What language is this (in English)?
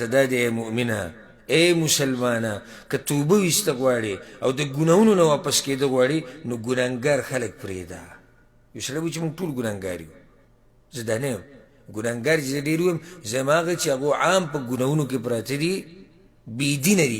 Pashto